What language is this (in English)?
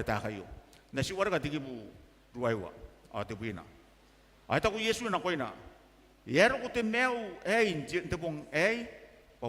Gilbertese